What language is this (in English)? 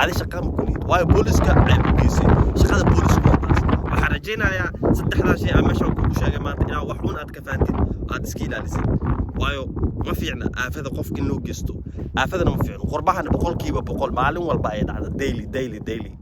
Somali